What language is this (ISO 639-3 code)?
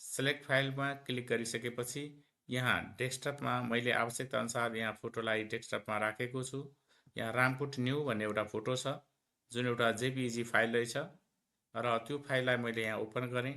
nep